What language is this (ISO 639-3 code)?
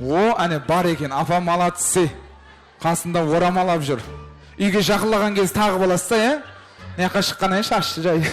kaa